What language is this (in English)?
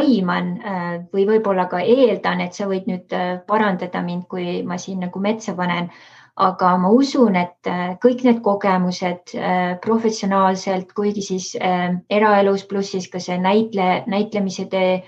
Estonian